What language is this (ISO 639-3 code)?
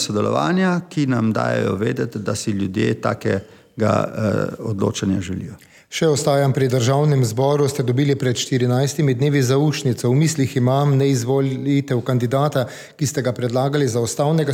slv